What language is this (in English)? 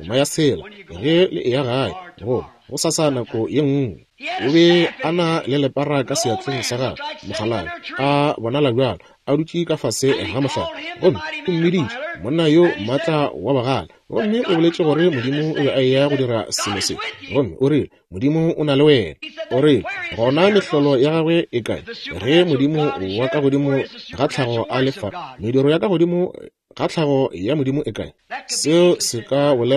Northern Sotho